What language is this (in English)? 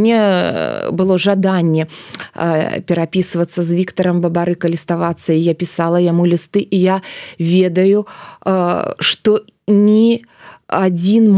Belarusian